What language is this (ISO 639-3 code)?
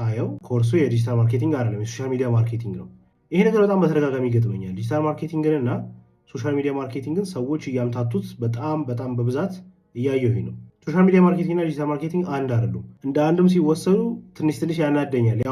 amh